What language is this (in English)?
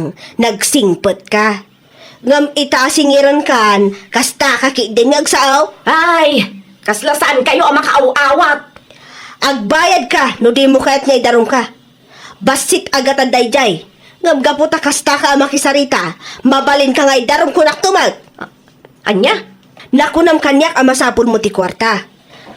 Iloko